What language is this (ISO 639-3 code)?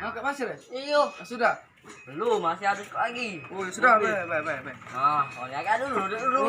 mui